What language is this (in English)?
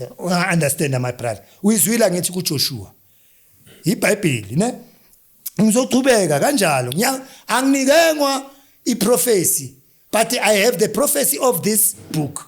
Zulu